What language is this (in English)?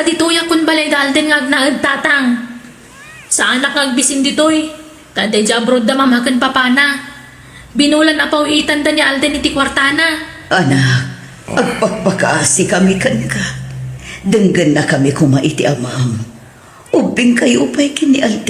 Iloko